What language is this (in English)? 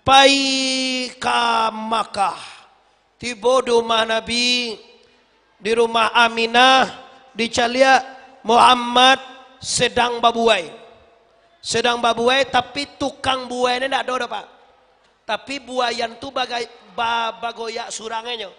Minangkabau